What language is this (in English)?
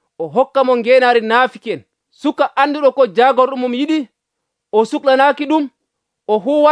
Nigerian Fulfulde